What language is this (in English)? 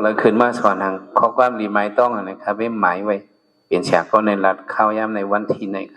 Shan